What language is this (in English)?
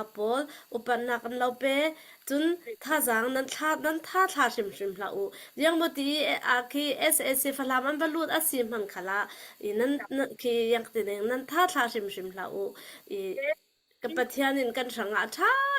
Hakha Chin